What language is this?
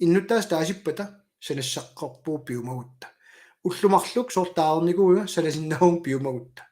Kalaallisut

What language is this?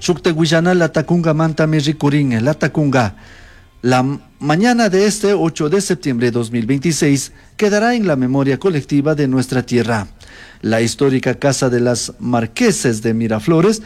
Chimborazo Highland Quichua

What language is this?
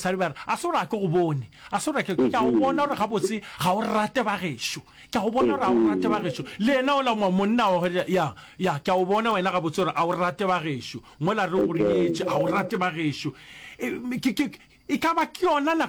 Northern Sotho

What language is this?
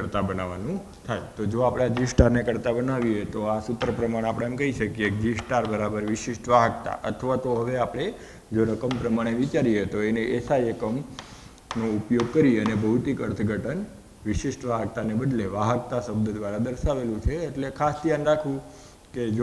Gujarati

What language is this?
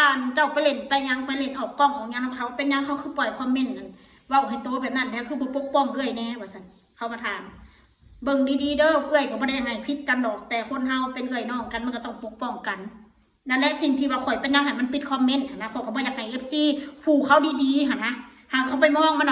Northeastern Thai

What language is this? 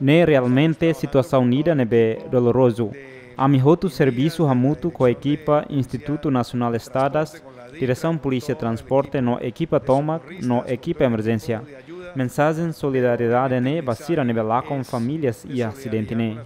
Tetum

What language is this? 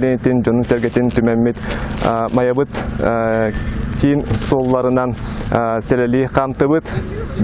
Yakut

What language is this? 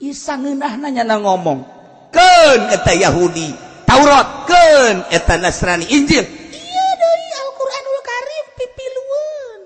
Sundanese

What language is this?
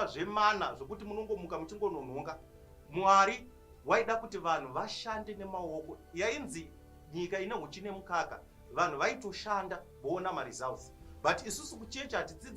Shona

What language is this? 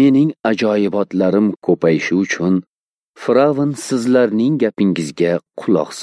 Uzbek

